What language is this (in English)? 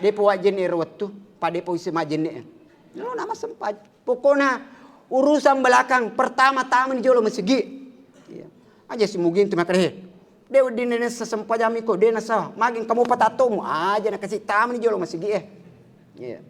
Buginese